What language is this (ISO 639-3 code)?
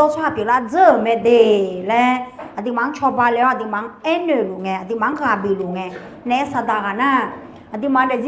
ahk